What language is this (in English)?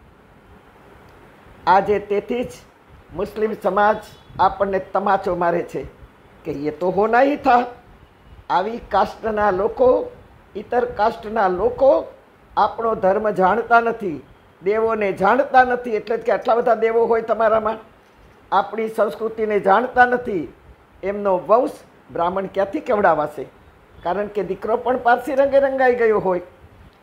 Gujarati